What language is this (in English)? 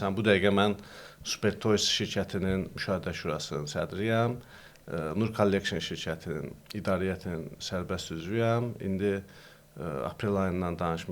Azerbaijani